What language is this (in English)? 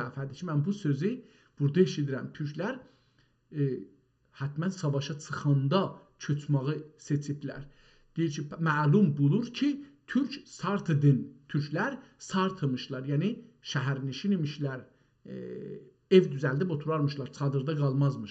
South Azerbaijani